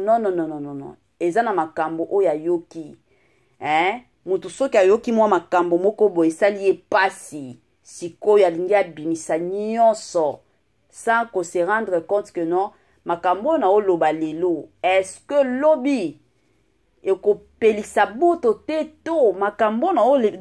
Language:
Lingala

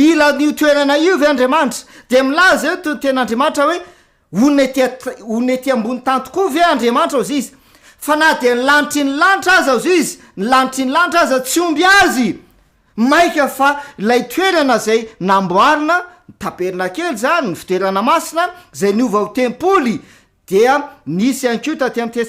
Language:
Malagasy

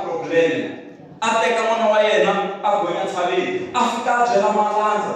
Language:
Tsonga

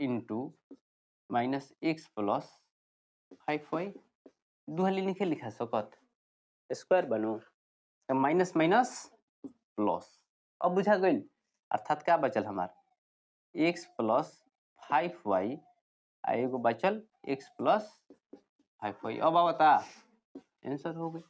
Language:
Bhojpuri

